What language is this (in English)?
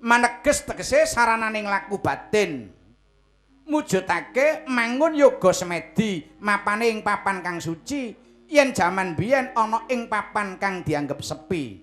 Javanese